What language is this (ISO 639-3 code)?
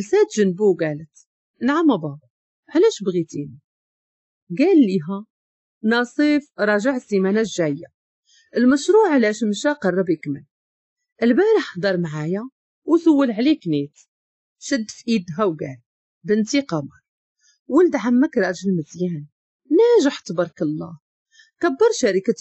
ary